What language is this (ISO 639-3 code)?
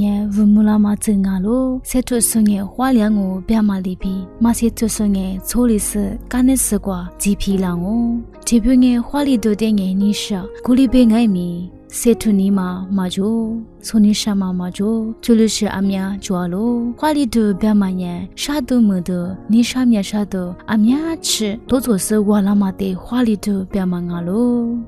lis